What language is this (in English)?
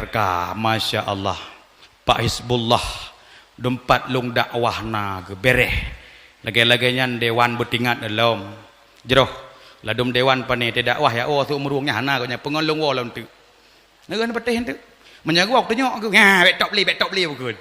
Achinese